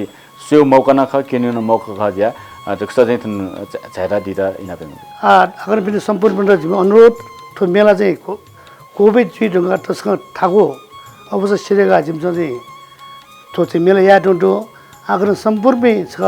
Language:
Newari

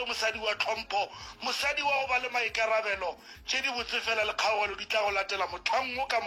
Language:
Northern Sotho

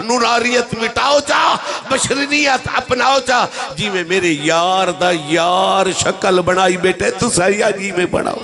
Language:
Saraiki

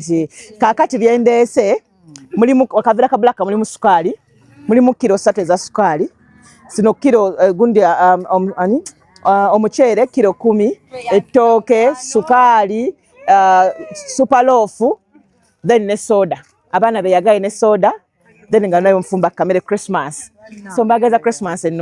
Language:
Ganda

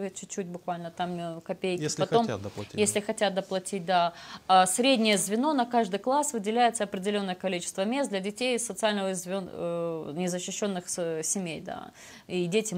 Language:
Russian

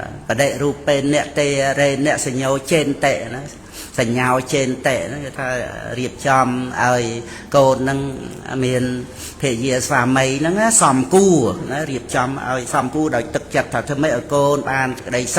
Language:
Khmer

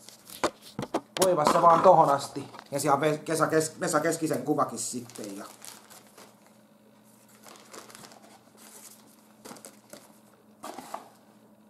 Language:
Finnish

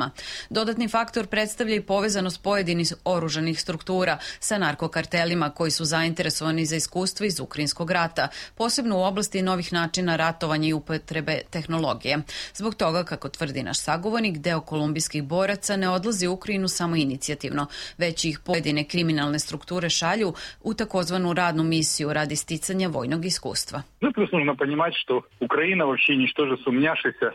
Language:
Serbian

